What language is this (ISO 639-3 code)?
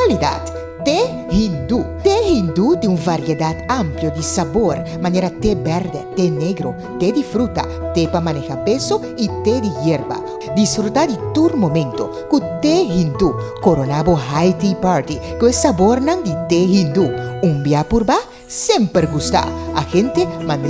pap